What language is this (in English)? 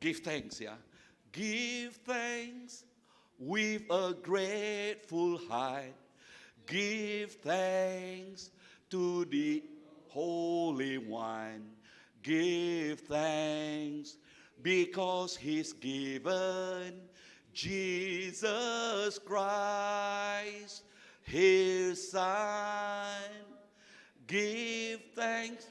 Iban